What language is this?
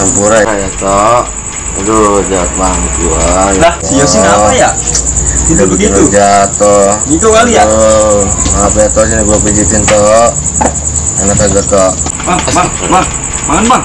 Betawi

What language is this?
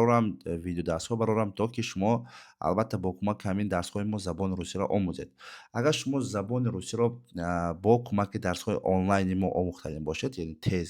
Tajik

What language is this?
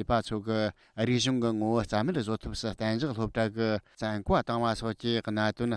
Tibetan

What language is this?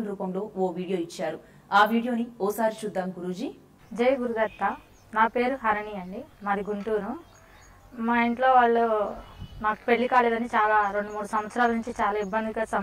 Telugu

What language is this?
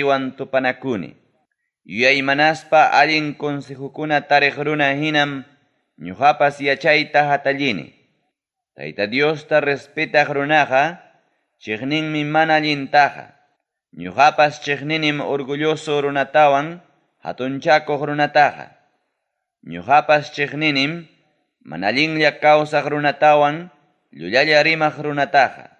Ayacucho Quechua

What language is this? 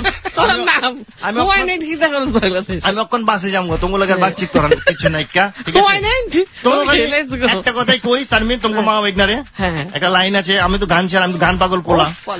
Bangla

